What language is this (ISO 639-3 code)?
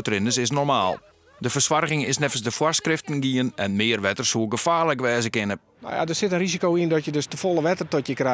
fry